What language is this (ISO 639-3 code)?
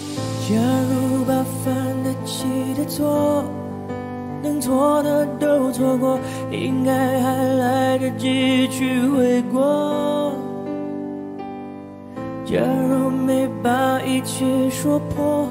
zho